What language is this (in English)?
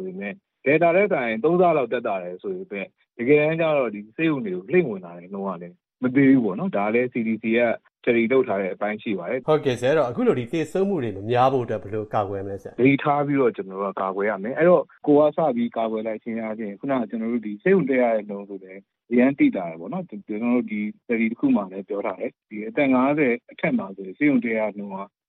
Burmese